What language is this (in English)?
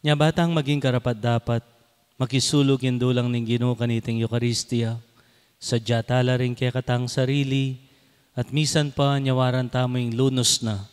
Pampanga